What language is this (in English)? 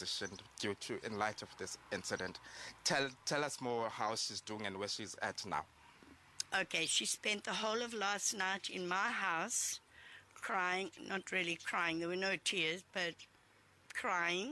English